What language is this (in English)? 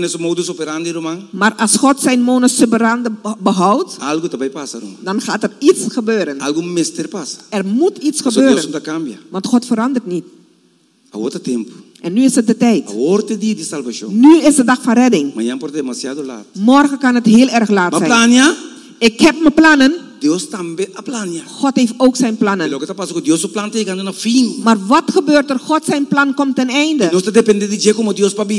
Dutch